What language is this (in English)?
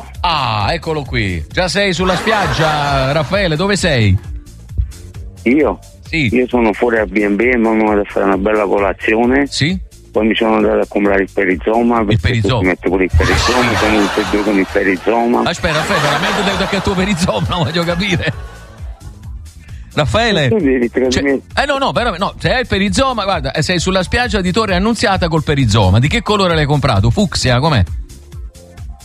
Italian